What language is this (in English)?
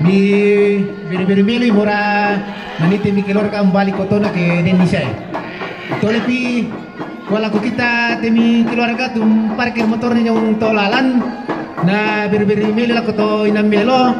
Toraja-Sa'dan